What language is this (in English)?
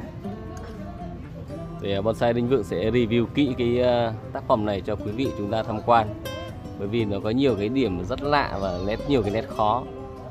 Vietnamese